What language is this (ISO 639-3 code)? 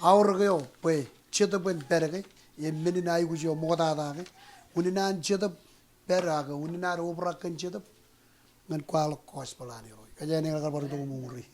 mah